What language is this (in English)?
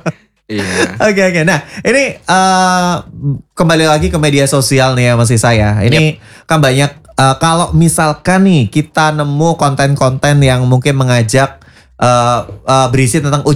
Indonesian